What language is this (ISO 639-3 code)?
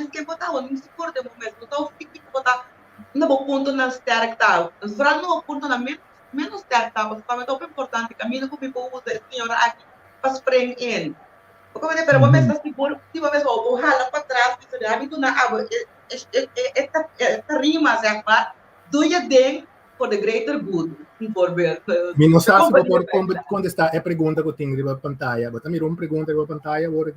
pap